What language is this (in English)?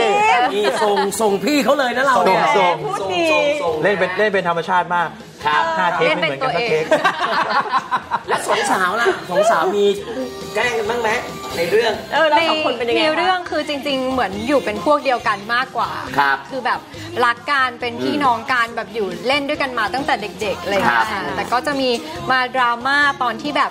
Thai